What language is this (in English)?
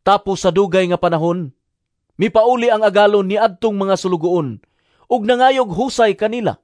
Cebuano